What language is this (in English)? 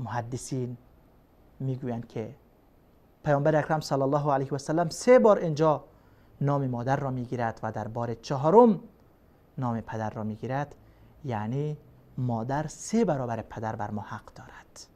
Persian